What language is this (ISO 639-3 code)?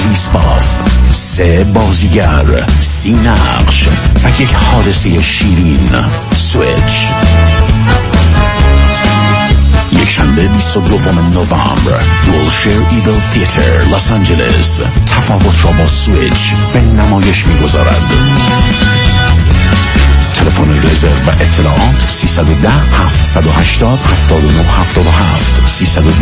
fas